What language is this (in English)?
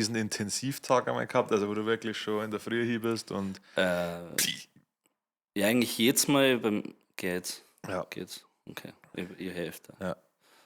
Bavarian